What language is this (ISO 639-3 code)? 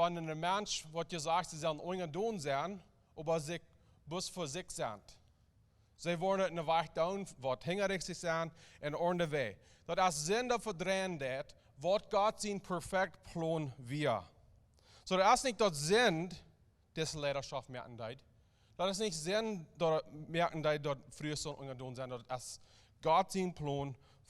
pdt